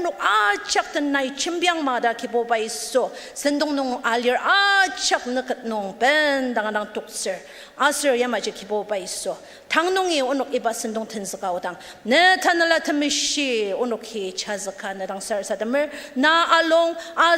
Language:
Ao Naga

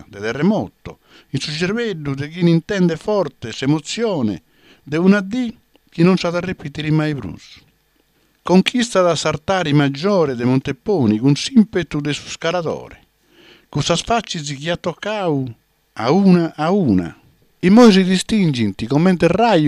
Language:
Sardinian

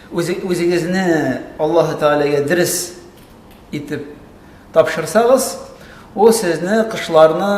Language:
Tatar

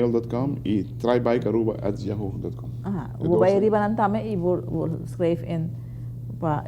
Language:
Papiamento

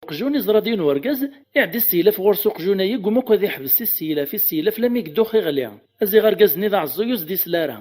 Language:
Kabyle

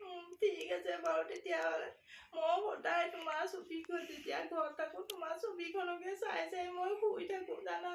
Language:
Assamese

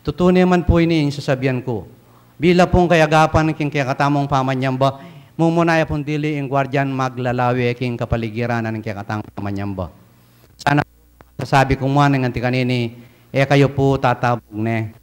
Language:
Pampanga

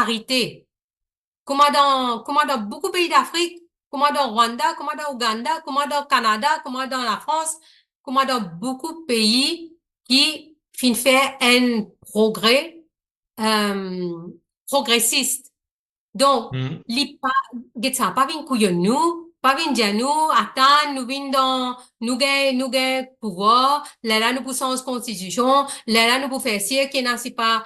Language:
Morisyen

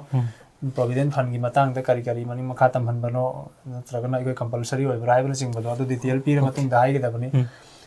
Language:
Manipuri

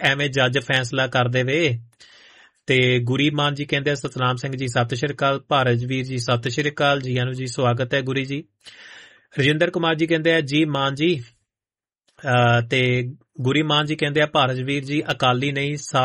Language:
Punjabi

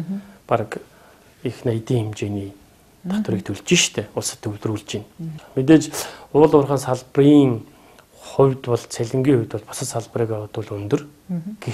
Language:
Mongolian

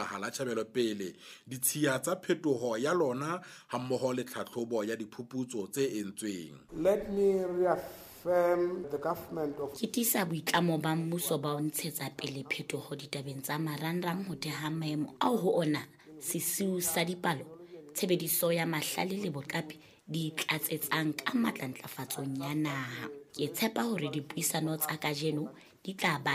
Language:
Southern Sotho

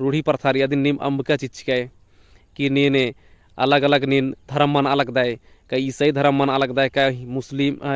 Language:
Kurukh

